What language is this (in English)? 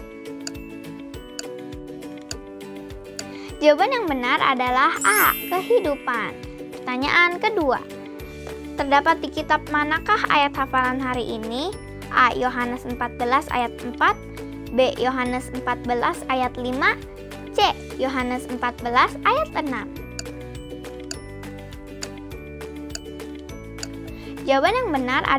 Indonesian